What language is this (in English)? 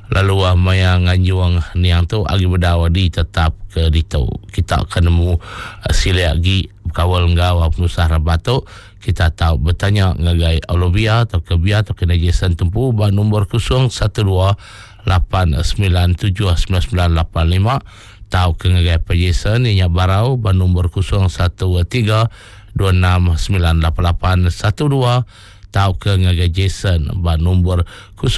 Iban